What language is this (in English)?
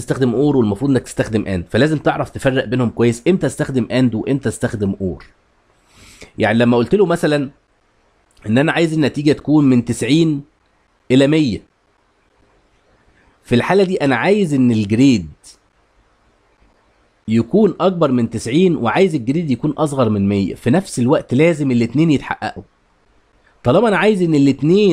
Egyptian Arabic